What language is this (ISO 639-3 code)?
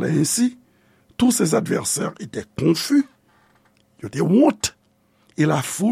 hat